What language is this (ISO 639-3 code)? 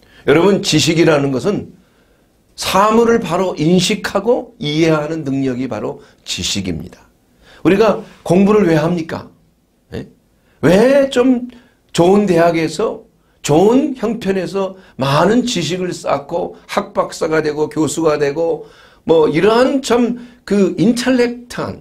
kor